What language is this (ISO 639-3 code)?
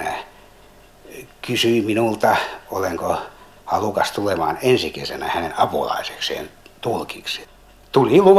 fin